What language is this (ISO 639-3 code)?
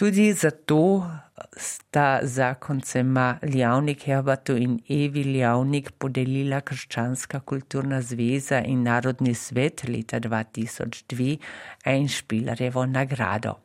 slv